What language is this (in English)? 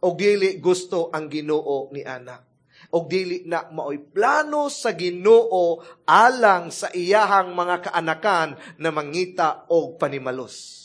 Cebuano